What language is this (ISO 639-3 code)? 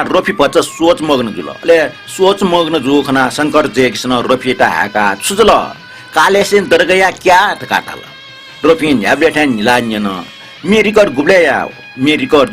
new